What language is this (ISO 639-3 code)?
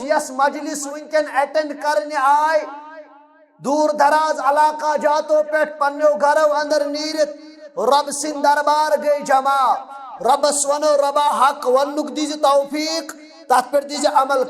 kas